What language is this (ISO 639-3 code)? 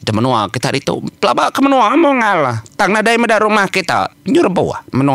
iba